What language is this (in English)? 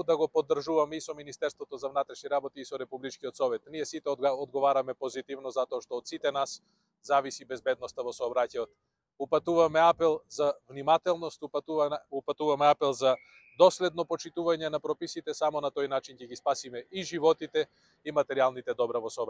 Macedonian